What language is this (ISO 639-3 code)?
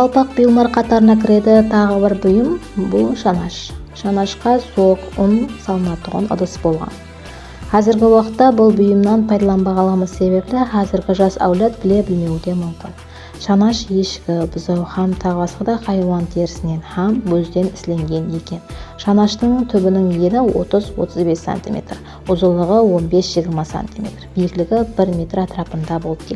kaa